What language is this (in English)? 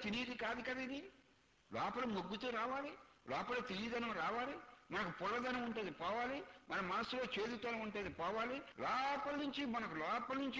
Telugu